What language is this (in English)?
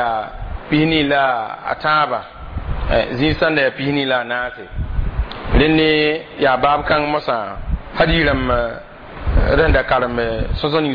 Mossi